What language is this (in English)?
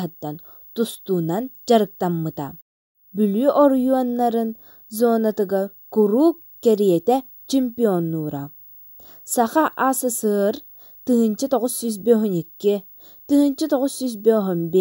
Yakut